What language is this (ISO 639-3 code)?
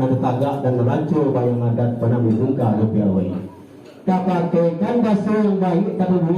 min